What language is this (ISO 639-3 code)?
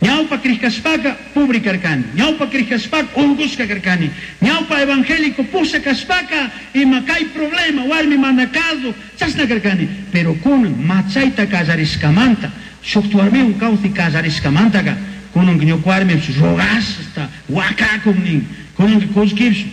qug